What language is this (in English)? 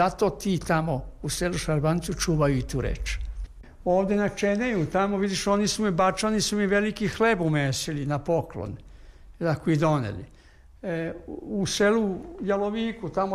Serbian